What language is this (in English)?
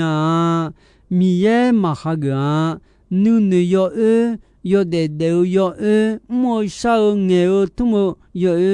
Akha